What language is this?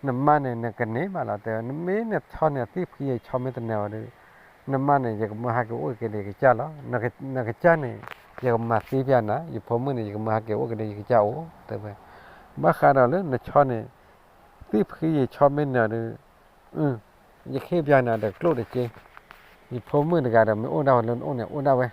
S'gaw Karen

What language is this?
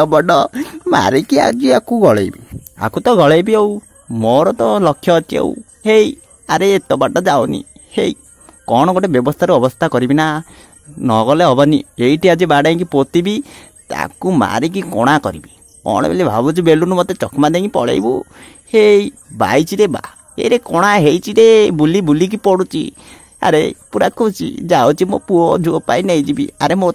Odia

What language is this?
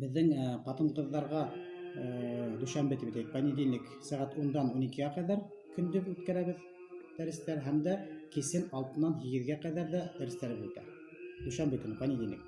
Bashkir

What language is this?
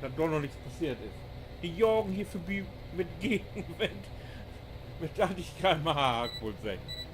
Low German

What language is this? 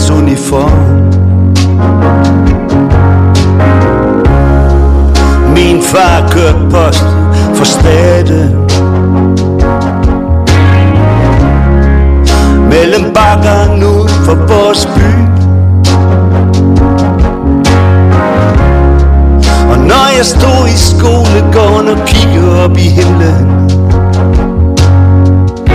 Danish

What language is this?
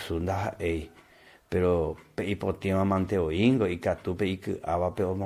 Guarani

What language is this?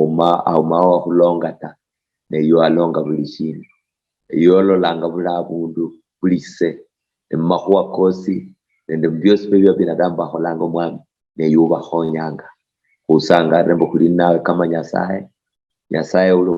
Luyia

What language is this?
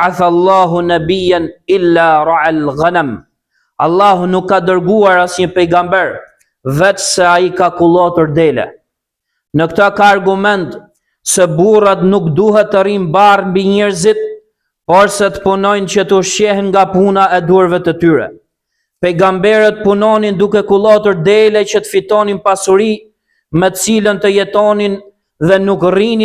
Albanian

